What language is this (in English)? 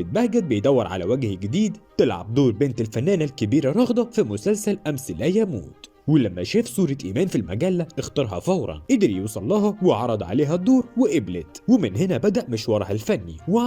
Egyptian Arabic